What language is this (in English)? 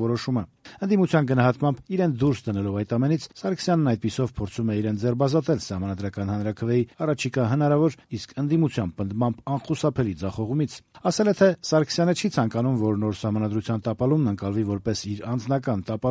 Armenian